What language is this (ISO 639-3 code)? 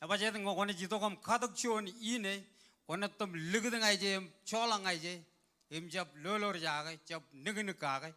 mah